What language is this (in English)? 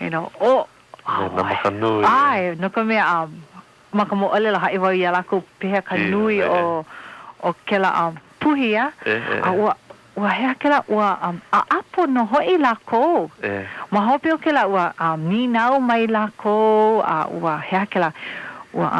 Hawaiian